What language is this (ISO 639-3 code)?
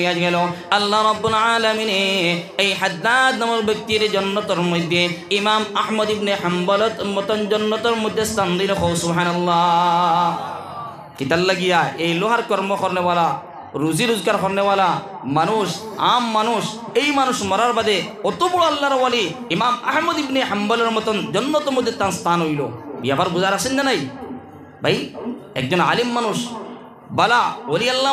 syl